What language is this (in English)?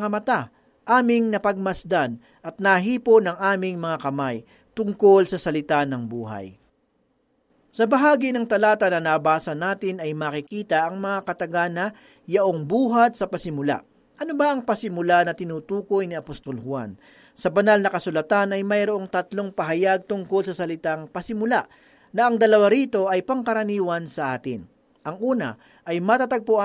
Filipino